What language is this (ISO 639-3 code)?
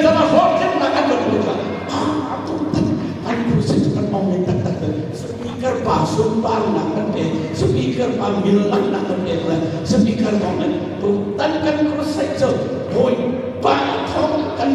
cnh